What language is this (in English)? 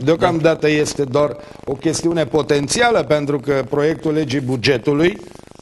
Romanian